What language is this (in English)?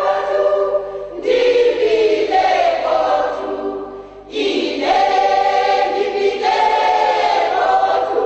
Nyanja